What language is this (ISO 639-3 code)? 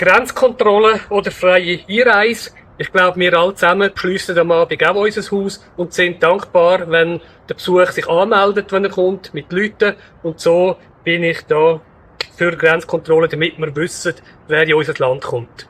gsw